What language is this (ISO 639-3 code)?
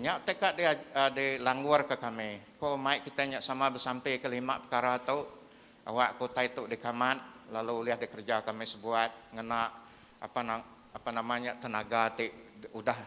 iba